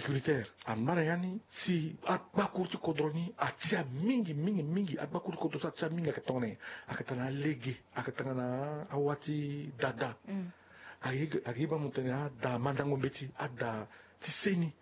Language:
Sango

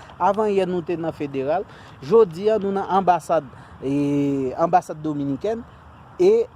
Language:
Haitian Creole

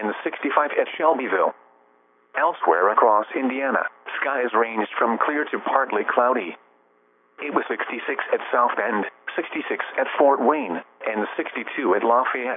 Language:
English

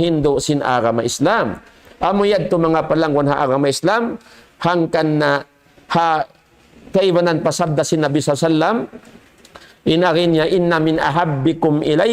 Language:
Tausug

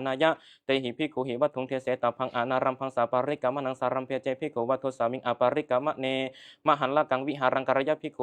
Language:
Pali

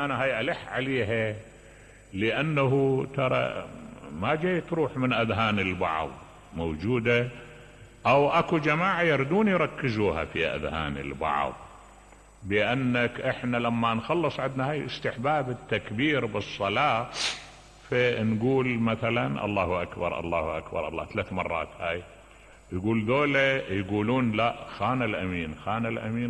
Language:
Mesopotamian Arabic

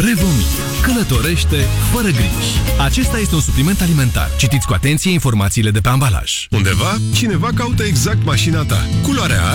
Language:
Romanian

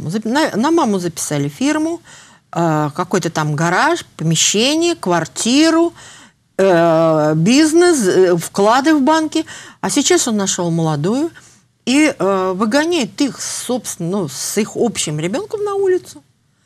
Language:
Russian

